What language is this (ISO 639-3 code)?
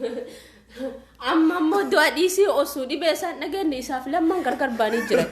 orm